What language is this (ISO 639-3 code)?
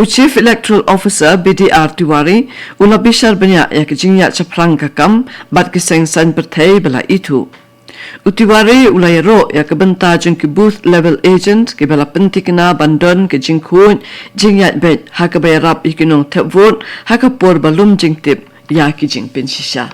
kha